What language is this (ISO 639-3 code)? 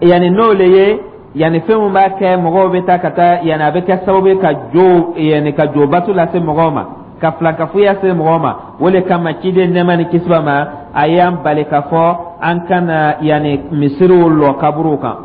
dyu